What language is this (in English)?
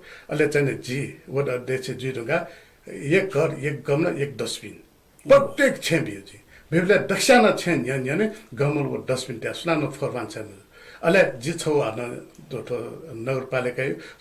Newari